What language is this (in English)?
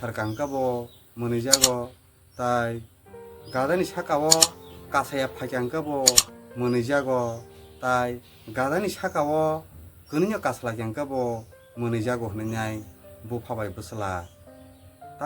Kok Borok